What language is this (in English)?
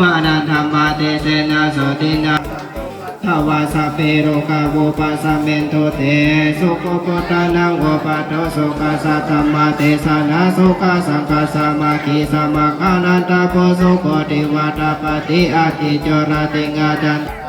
Pali